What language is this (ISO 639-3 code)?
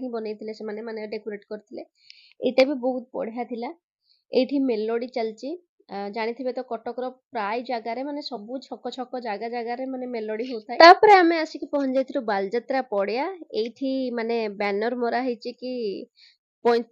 ori